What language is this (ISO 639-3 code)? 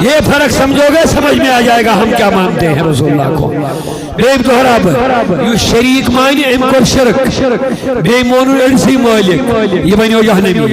kas